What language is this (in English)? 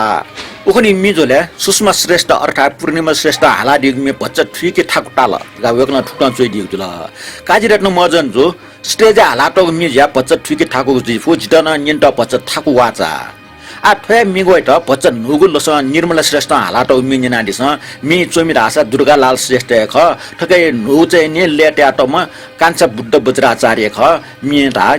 Newari